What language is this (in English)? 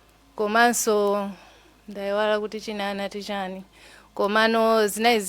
Nyanja